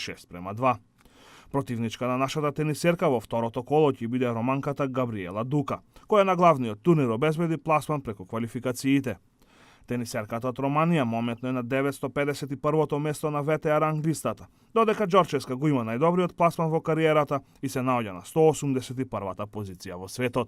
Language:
Macedonian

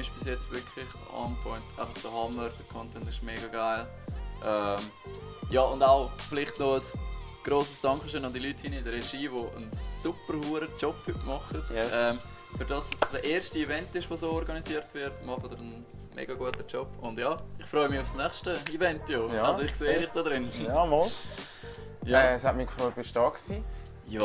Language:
Swiss German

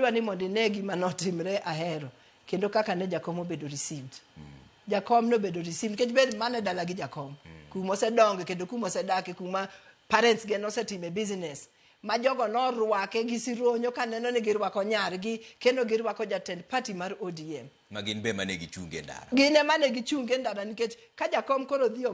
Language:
Luo (Kenya and Tanzania)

